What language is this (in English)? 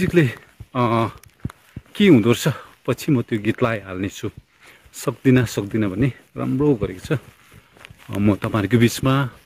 Nepali